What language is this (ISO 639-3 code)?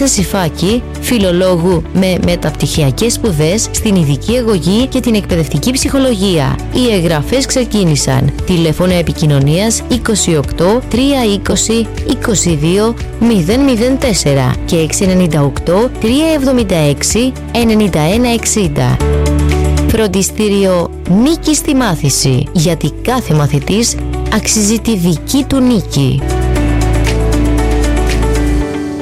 ell